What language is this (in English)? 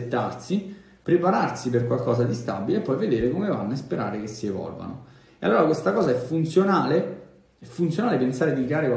Italian